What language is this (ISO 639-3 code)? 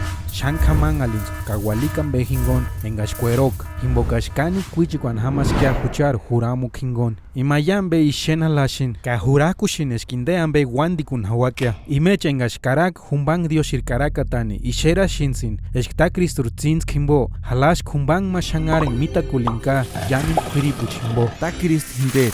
tsz